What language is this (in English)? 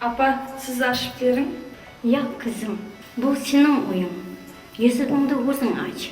Kara-Kalpak